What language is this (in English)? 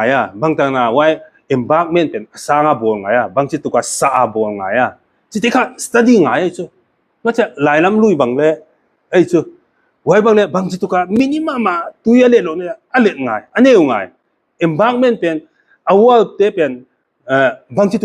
Paite Chin